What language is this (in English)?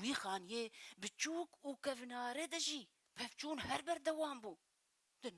Kurdish